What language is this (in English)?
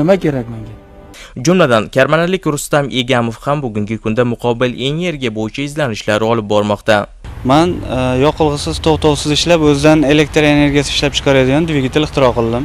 Uzbek